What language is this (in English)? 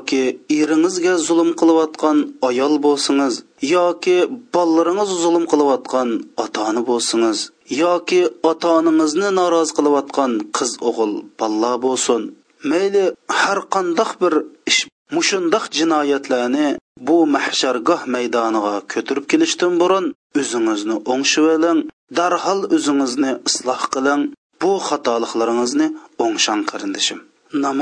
Uyghur